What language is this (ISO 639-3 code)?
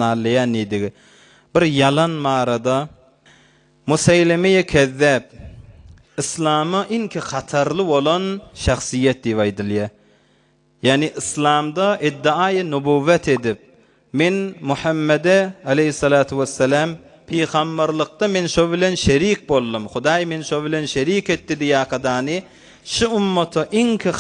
tuk